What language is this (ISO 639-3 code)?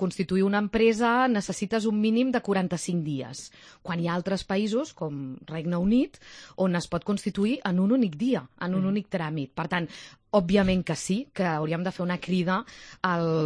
cat